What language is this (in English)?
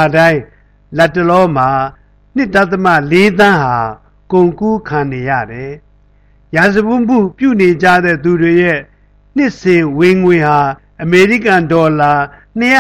Burmese